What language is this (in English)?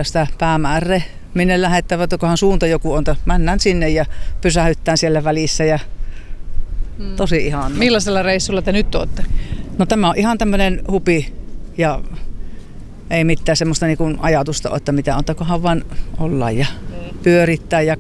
Finnish